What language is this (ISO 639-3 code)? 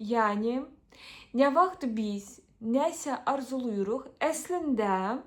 aze